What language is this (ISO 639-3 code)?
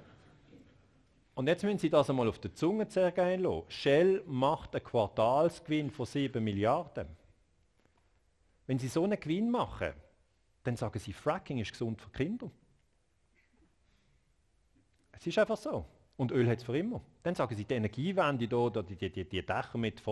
deu